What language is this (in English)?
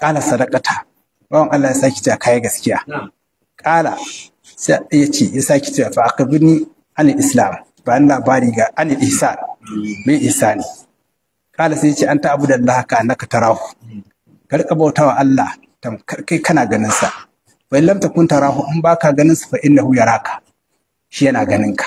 Hausa